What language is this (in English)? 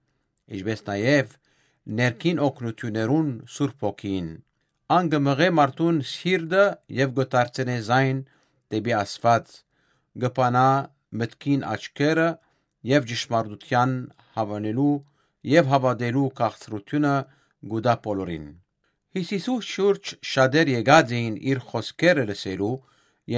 Western Armenian